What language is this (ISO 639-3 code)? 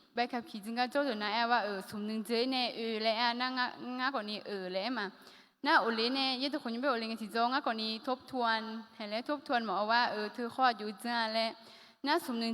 ahk